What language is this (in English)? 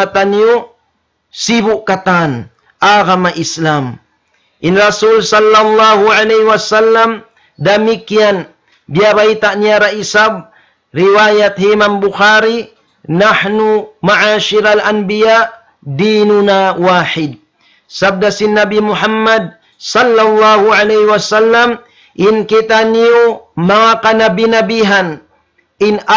Tausug